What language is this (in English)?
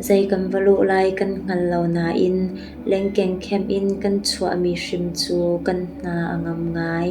Hakha Chin